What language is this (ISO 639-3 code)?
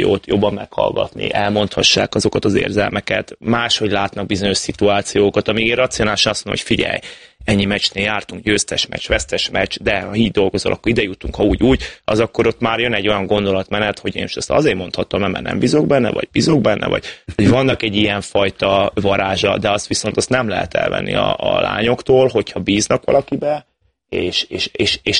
hun